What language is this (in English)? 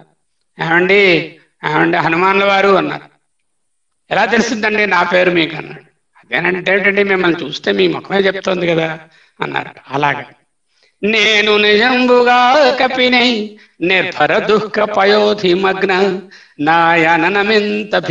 Telugu